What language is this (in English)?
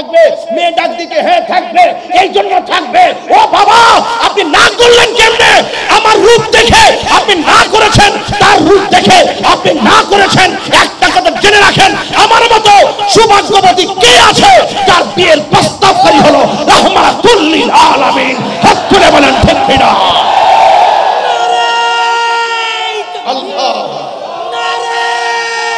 Bangla